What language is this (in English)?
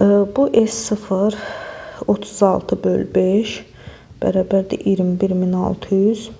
Azerbaijani